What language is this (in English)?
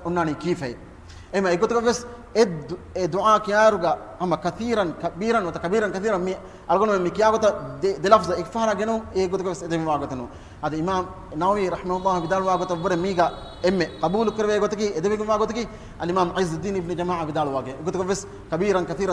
Divehi